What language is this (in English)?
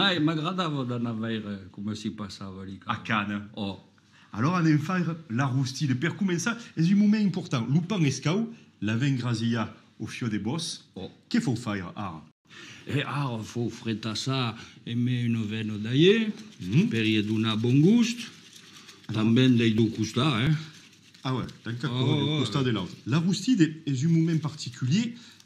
Occitan